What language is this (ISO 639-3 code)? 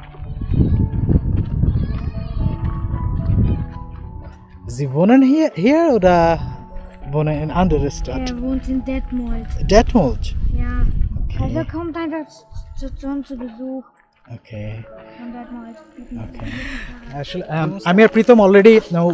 ben